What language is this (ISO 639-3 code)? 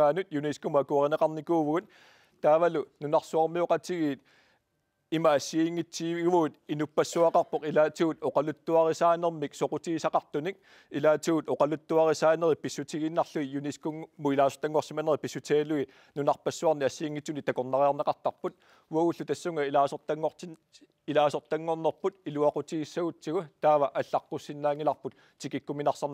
kal